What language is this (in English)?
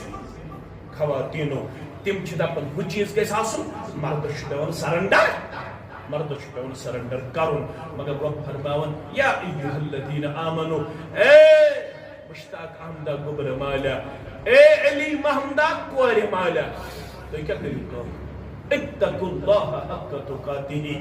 Kashmiri